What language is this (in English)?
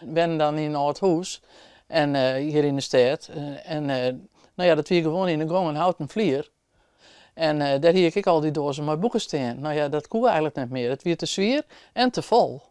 Western Frisian